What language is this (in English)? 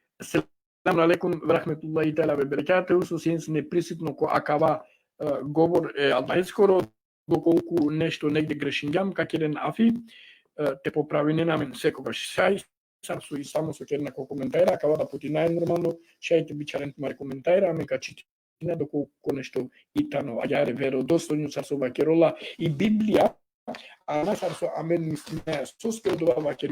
Balkan Romani